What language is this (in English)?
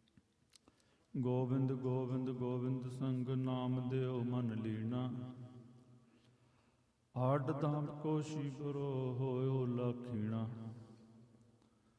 Punjabi